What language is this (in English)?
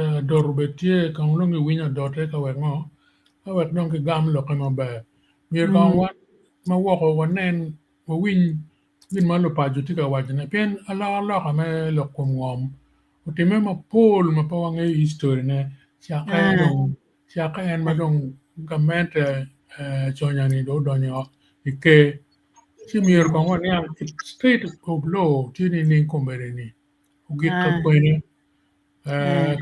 Acoli